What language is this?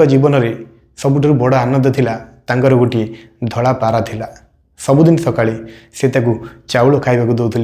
Odia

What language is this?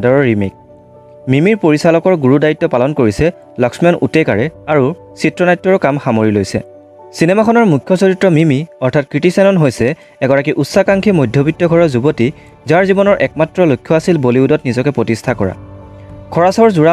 Assamese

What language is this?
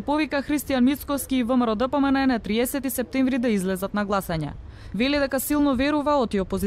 Macedonian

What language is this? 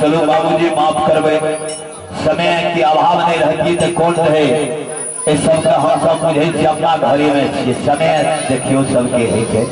Maithili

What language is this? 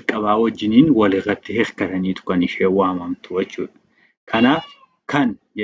Oromo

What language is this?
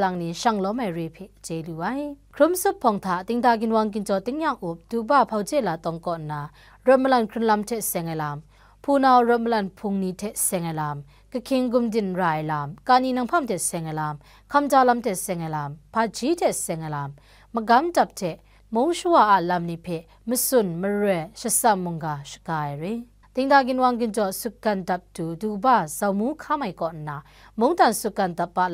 Kachin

